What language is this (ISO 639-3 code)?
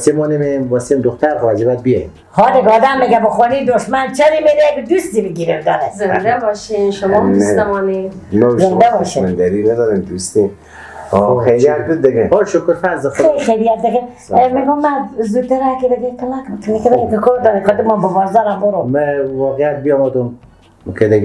fas